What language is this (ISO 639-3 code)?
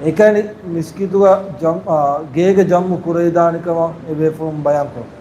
div